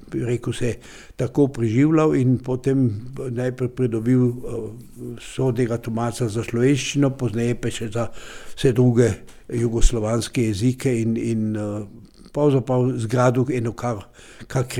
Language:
Slovenian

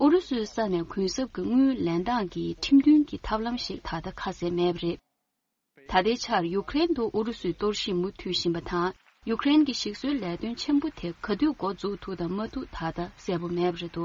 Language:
Tibetan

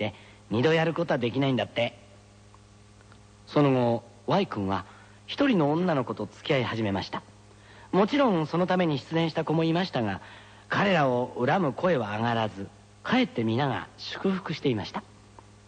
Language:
Japanese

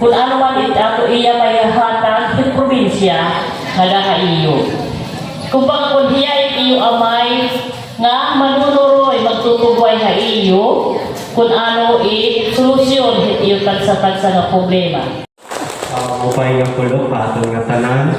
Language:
Waray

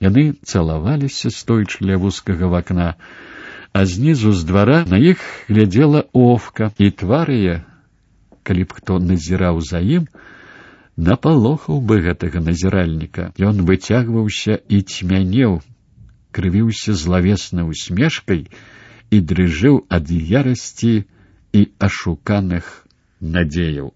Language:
Belarusian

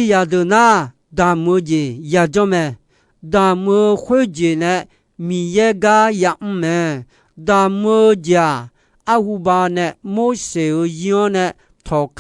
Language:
Akha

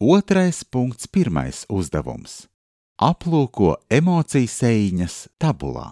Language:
Latvian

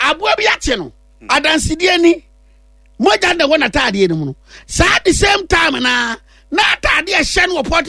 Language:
Akan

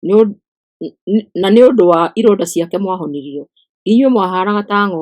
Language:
Kikuyu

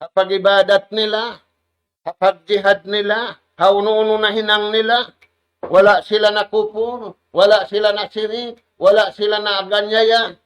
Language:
Tausug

